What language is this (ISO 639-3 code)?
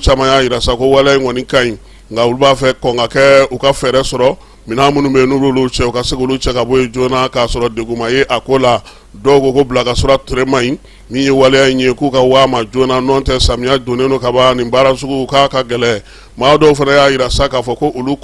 bam